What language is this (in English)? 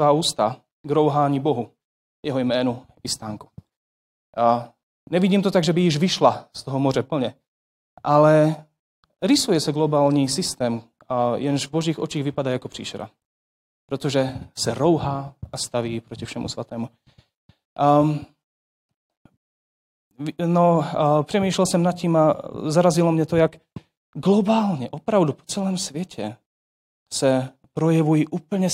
Czech